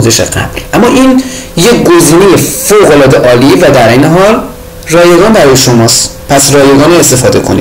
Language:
Persian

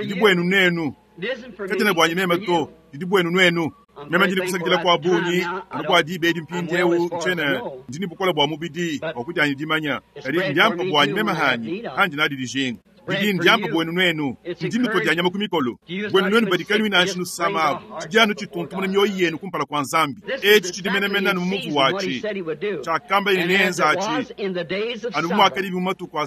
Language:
Luba-Lulua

